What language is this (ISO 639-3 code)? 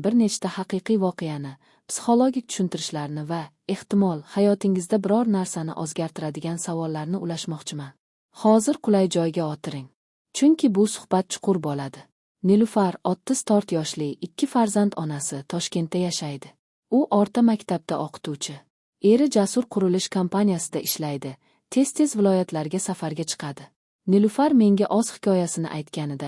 uzb